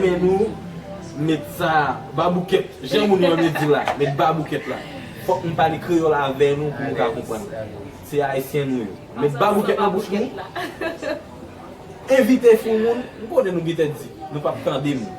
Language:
Haitian Creole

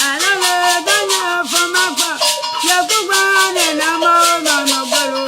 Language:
Ewe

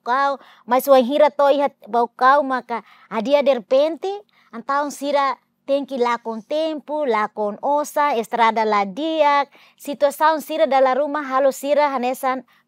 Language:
Tetum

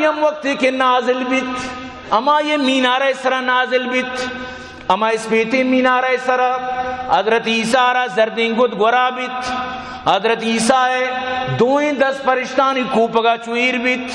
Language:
Eastern Balochi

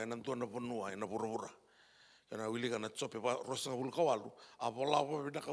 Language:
Fijian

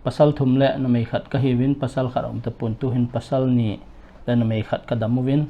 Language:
Paite Chin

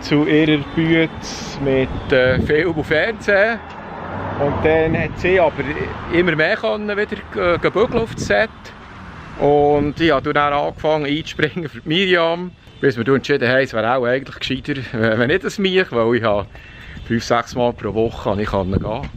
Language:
Swiss German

